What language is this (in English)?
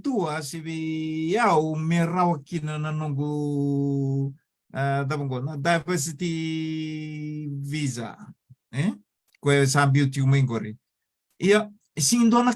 Fijian